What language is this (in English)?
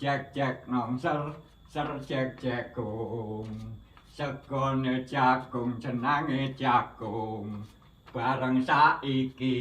Javanese